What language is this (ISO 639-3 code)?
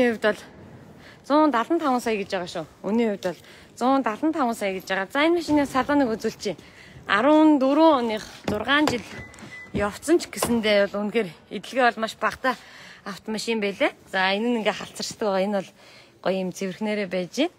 mon